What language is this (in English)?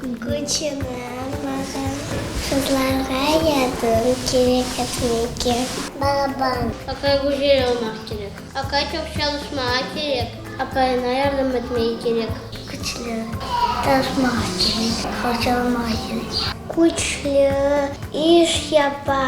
Crimean Tatar